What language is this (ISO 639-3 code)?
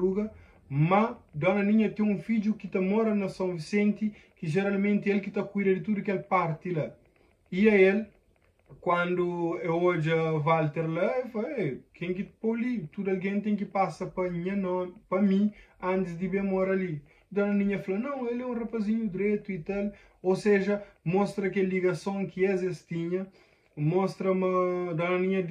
kea